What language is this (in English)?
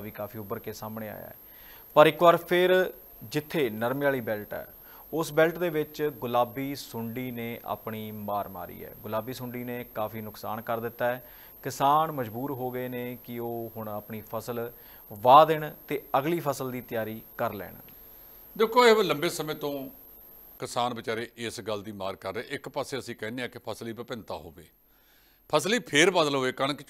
Punjabi